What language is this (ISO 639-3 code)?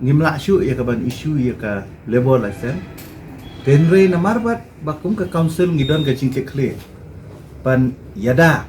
kha